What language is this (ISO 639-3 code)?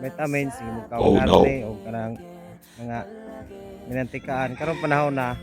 ceb